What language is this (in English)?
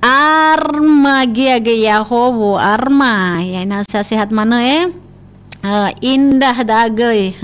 Nias